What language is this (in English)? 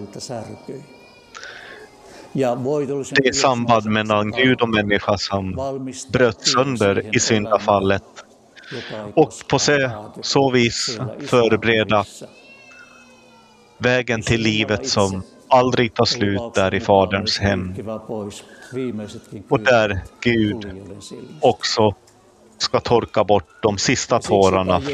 Swedish